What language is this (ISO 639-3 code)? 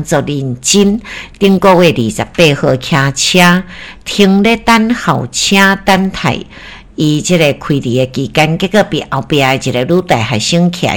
nan